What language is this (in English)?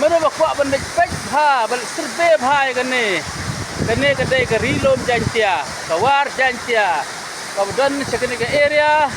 Khasi